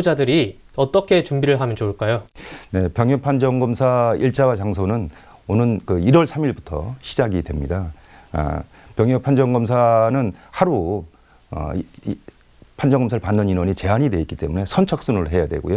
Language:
Korean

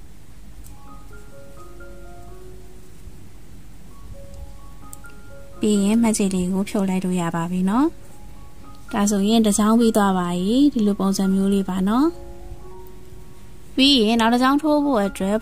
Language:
Burmese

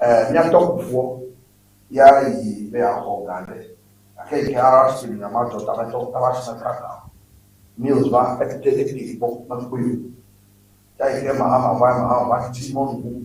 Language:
Ewe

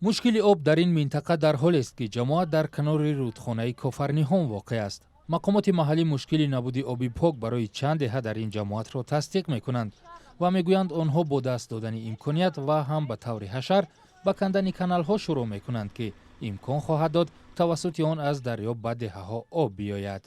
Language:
Tajik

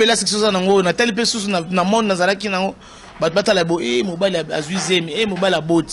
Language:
Lingala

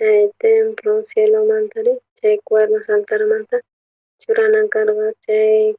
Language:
South Bolivian Quechua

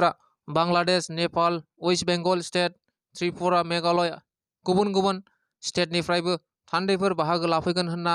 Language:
Bodo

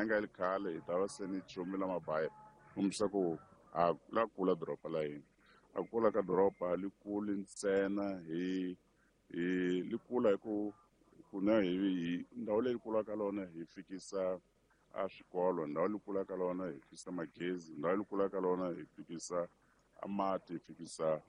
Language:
Tsonga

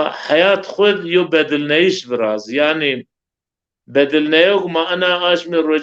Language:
Zaza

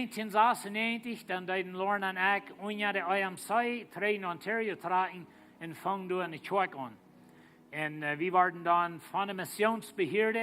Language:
Plautdietsch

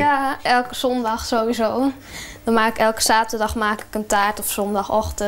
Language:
Western Frisian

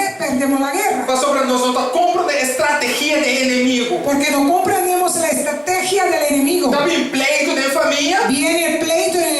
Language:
Papiamento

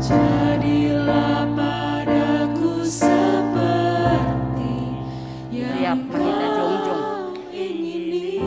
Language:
Batak Simalungun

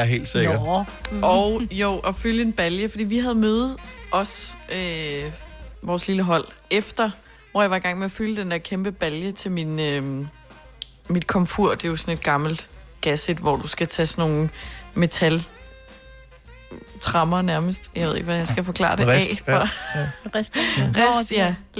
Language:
Danish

